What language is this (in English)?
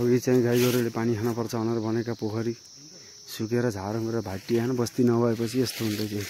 Nepali